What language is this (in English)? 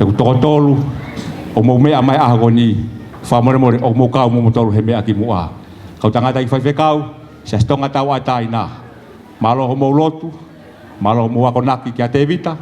Tongan